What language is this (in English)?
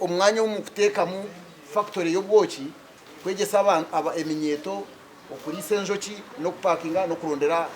Nyankole